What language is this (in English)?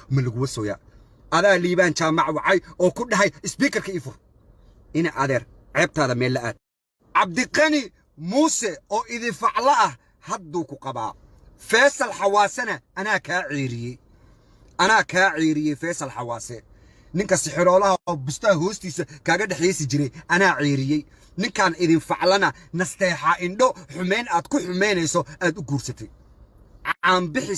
Somali